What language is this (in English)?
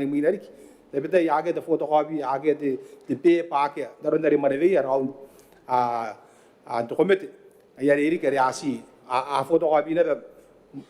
Gilbertese